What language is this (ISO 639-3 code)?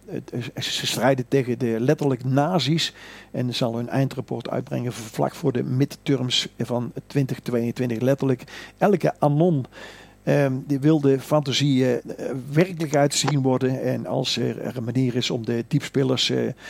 nld